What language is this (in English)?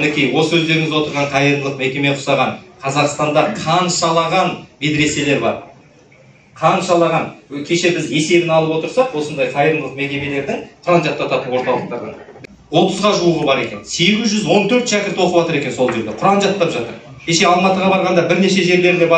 Kazakh